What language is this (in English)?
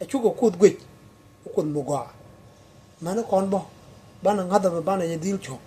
Nuer